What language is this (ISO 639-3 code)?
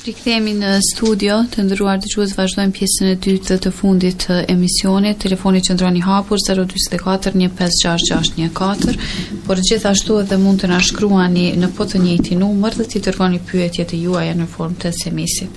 sqi